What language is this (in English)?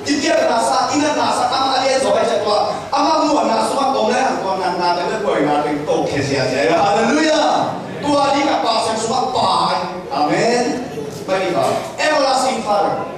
Tedim Chin